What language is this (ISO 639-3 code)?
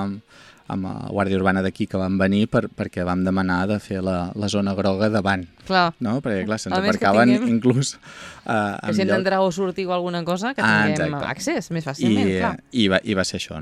cat